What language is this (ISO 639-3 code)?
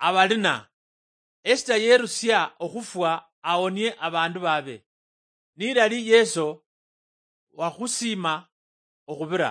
luy